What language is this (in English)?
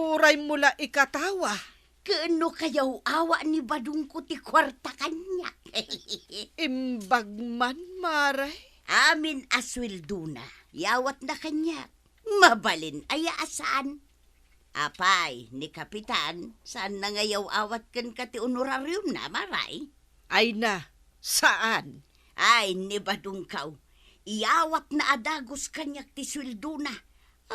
Iloko